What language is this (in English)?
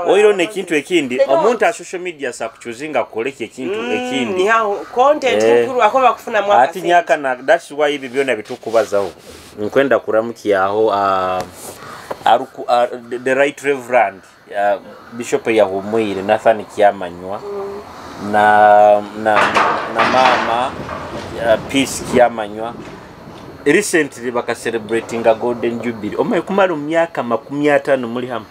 Nyoro